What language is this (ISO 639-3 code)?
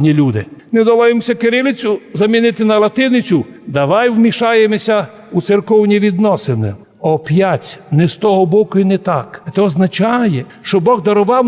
rue